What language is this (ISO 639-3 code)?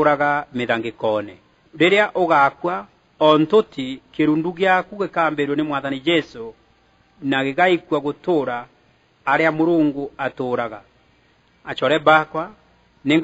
mer